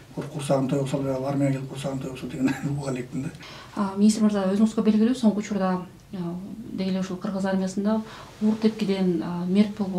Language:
Kyrgyz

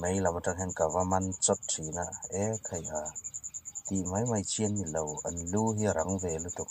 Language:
Hmar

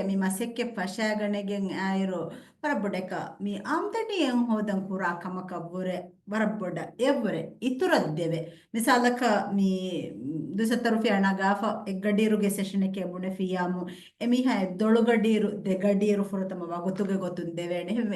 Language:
Divehi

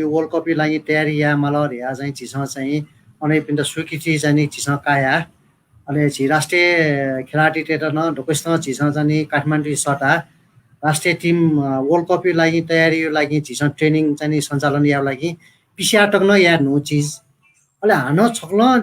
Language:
Newari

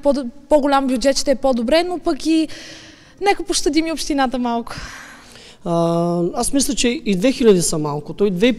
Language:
Bulgarian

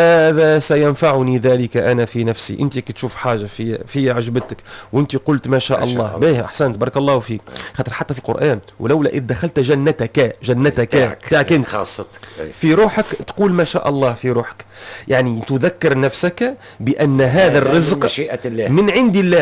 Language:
Tunisian Arabic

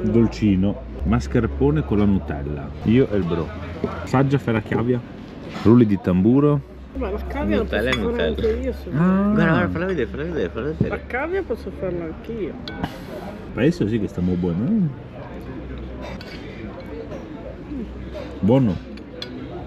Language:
Italian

